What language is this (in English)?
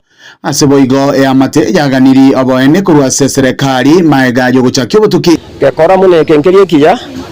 Gusii